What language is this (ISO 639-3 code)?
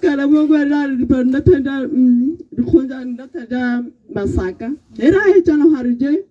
tsn